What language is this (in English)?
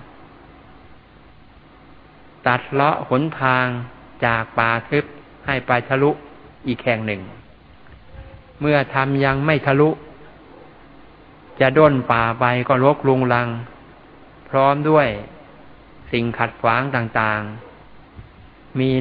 Thai